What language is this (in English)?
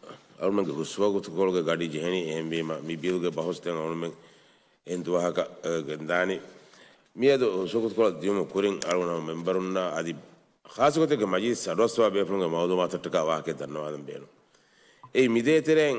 Divehi